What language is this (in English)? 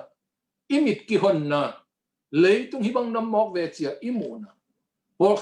Tedim Chin